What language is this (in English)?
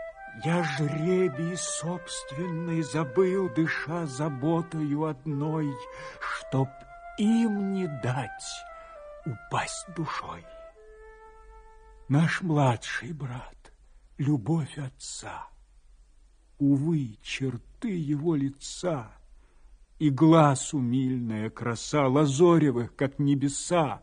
Russian